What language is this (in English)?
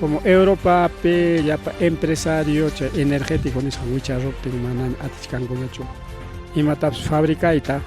Ayacucho Quechua